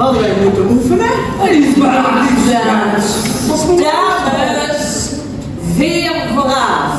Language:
Limburgish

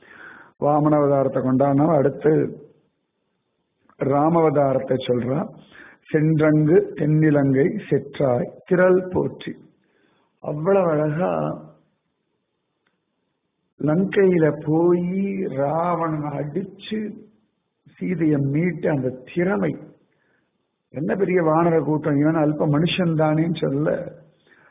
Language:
Tamil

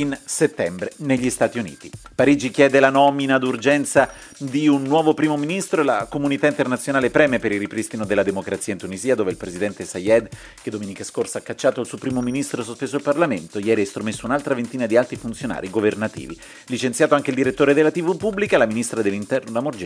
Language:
Italian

